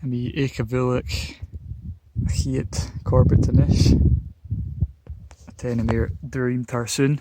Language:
Scottish Gaelic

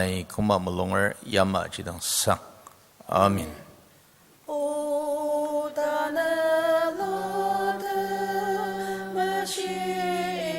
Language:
Ao Naga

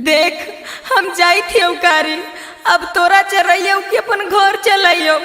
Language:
Magahi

